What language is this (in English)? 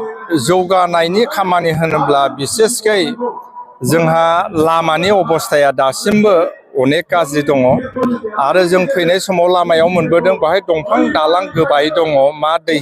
Bodo